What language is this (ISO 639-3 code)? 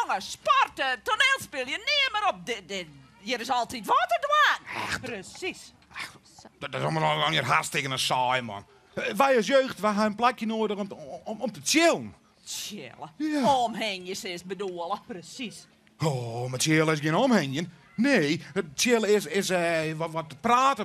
fry